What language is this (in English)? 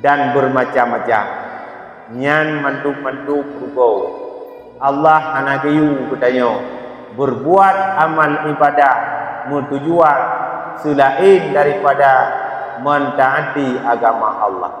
Achinese